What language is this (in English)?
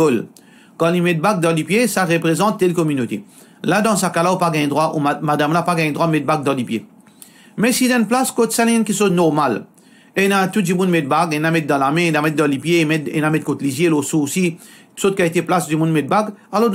Morisyen